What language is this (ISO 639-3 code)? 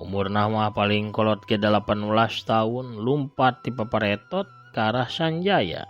sun